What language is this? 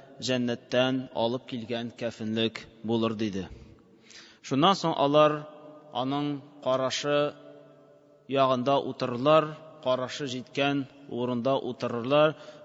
Tatar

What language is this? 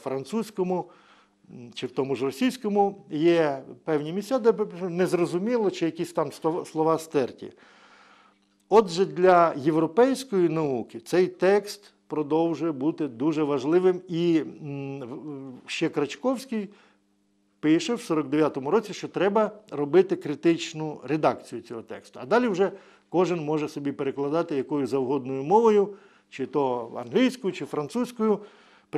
Ukrainian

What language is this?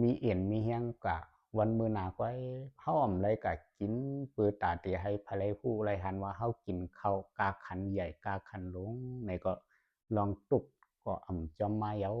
Lao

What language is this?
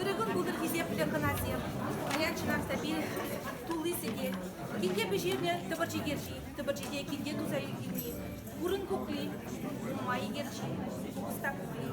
Chuvash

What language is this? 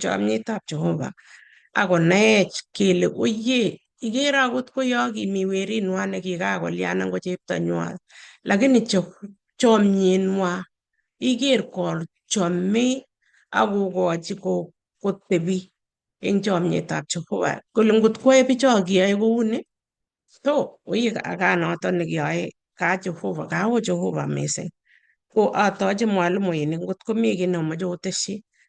Kalenjin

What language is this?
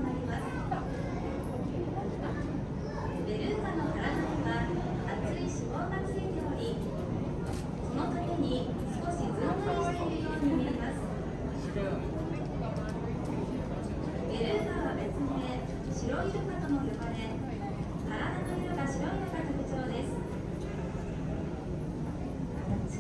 Japanese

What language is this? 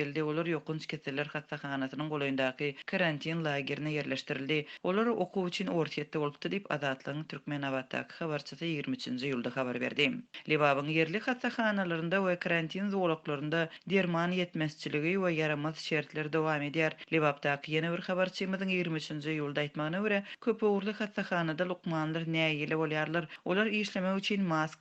Turkmen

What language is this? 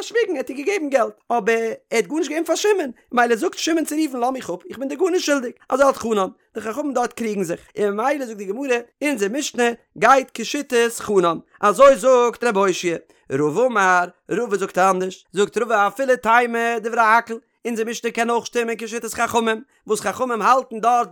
Yiddish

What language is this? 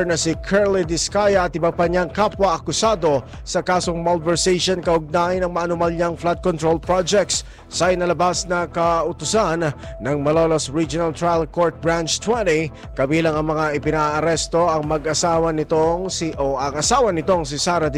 Filipino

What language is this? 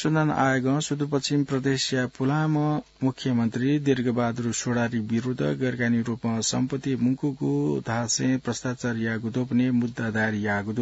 Newari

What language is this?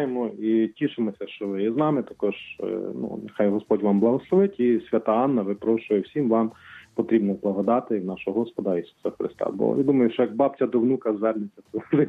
Ukrainian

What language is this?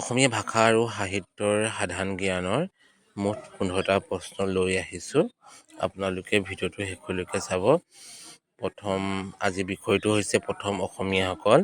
Assamese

